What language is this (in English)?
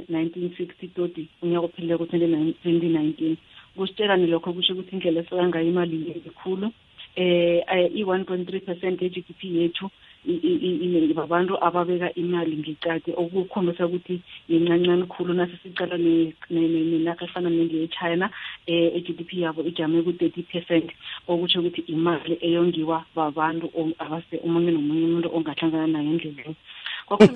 South Ndebele